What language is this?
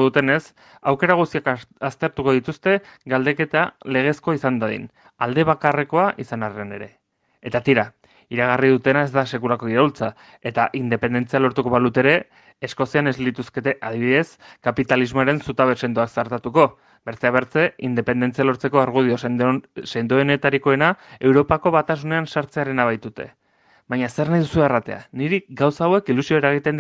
Basque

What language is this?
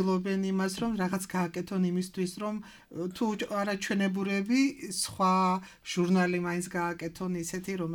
Georgian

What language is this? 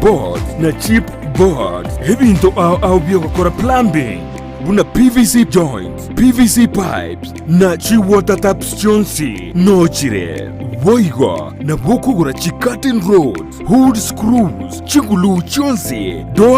Gusii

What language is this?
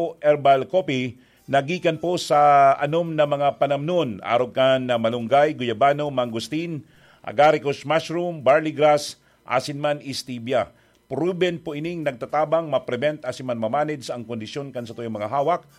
Bikol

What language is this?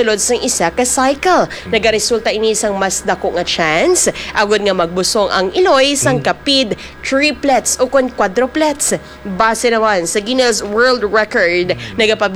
Hiligaynon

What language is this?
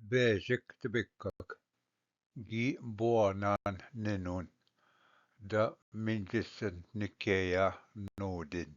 Ojibwa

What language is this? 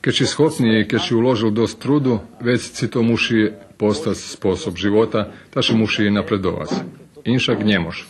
Rusyn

